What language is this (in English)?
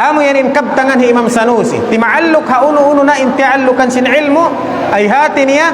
Tausug